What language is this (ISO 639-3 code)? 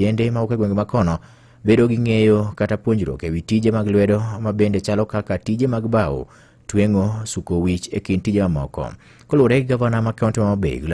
luo